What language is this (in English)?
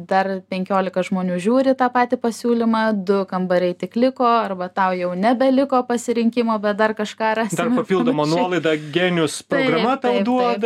Lithuanian